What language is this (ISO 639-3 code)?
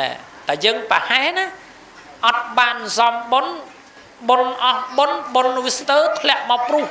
khm